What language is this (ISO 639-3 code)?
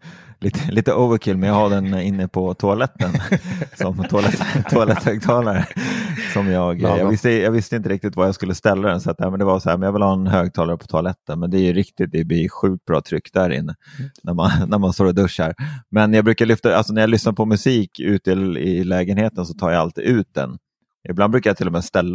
swe